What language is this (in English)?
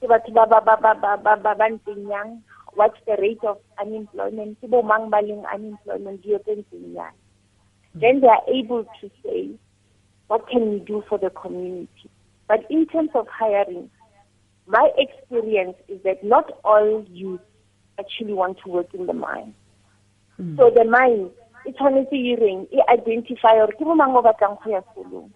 Tswana